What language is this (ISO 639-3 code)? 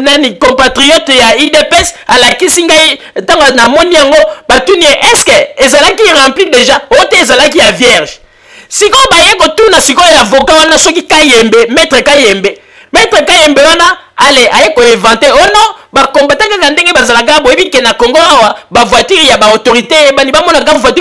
lin